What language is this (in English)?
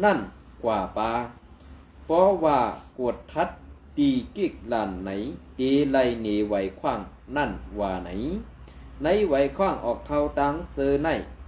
Shan